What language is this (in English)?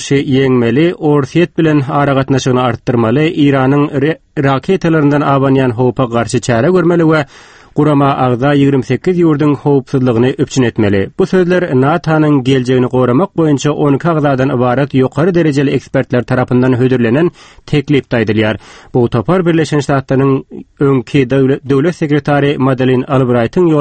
Turkmen